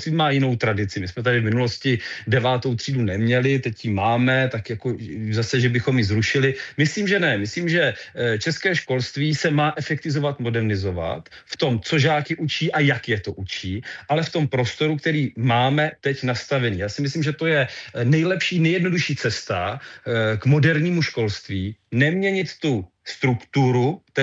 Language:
Czech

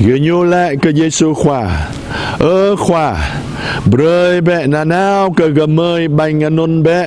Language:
Jarai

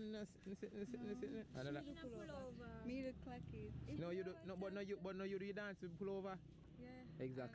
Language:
Jamaican Creole English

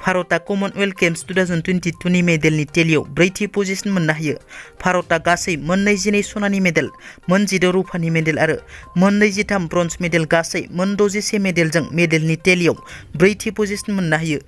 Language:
Bodo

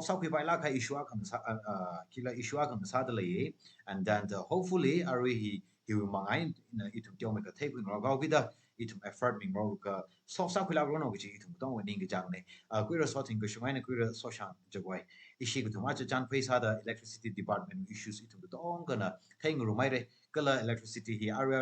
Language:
Tangkhul Naga (India)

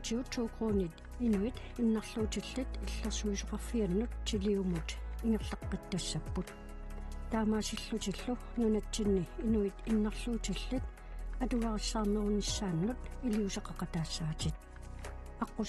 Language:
Kalaallisut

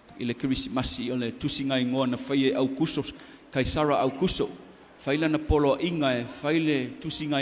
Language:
Samoan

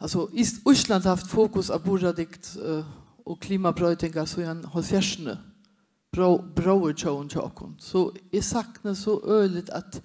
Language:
Faroese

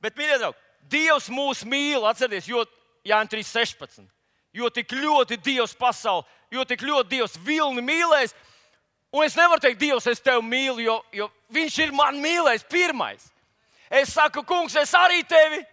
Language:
Latvian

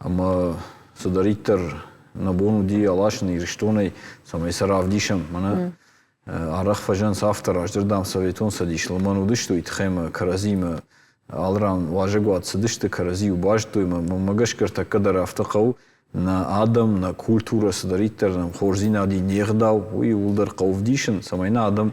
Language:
Ossetic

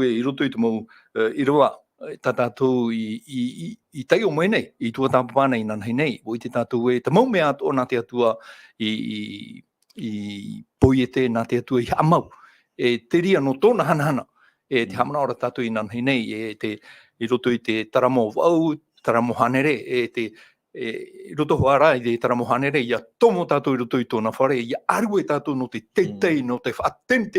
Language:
Tahitian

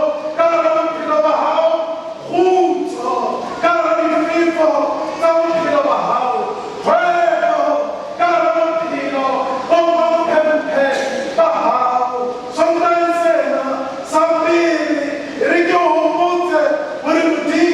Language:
Southern Sotho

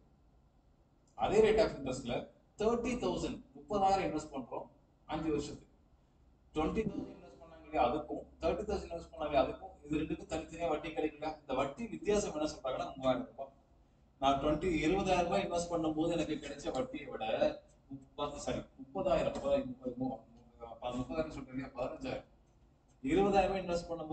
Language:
Tamil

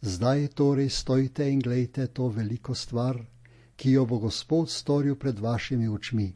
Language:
Slovenian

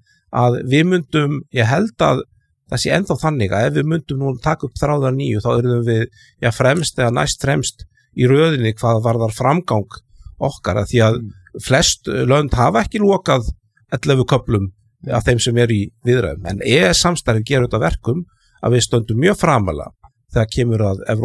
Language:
Icelandic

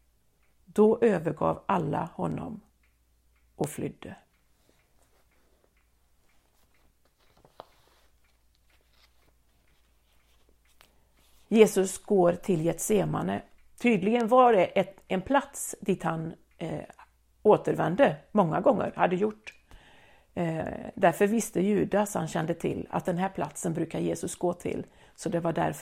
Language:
Swedish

